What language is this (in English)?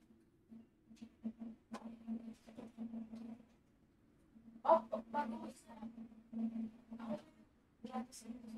Filipino